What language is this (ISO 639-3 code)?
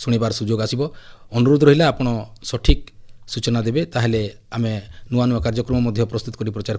ori